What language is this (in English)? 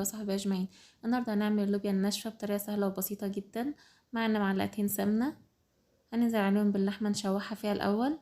Egyptian Arabic